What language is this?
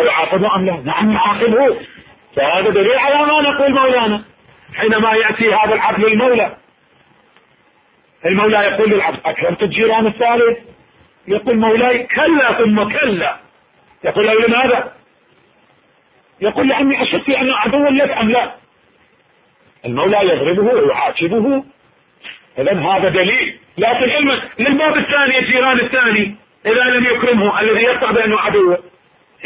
Arabic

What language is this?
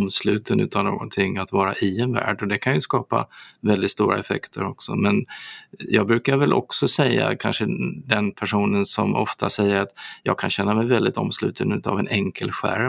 Swedish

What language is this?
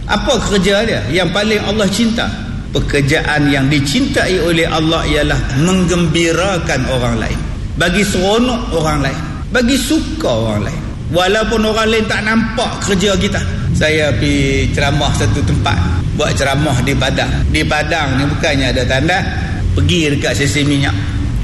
Malay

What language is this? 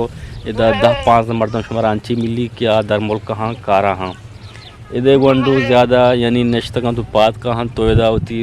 Eastern Balochi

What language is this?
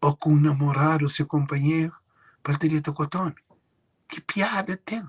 Kabuverdianu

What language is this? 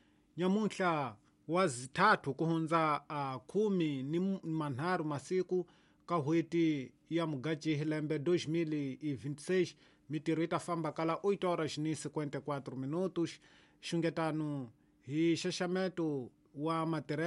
Tsonga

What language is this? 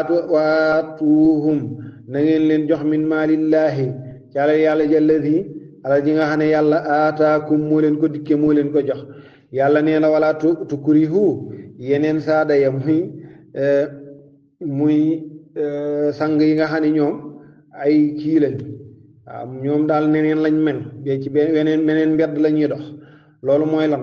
Wolof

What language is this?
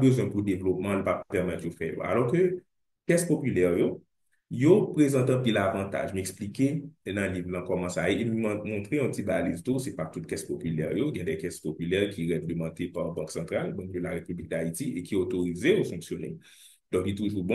Haitian Creole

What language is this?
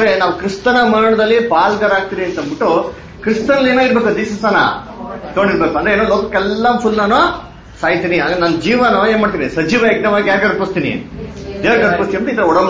Kannada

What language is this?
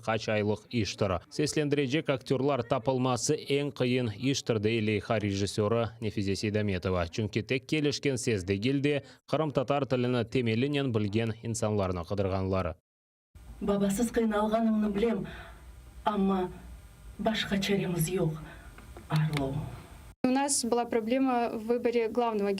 Crimean Tatar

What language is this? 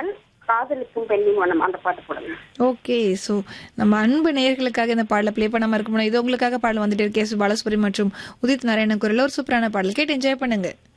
Tamil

